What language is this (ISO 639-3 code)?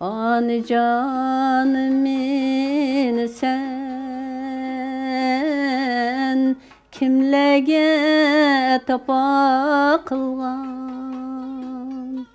uig